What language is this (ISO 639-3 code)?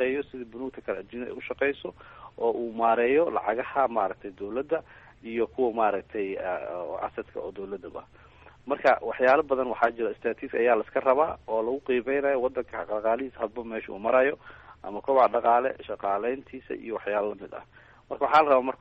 som